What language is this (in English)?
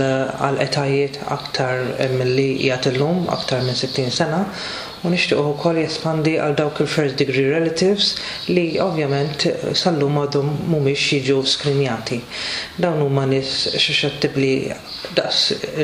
Maltese